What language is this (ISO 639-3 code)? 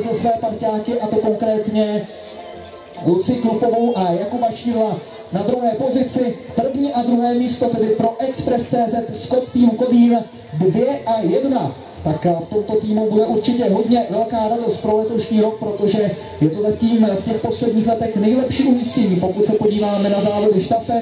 ces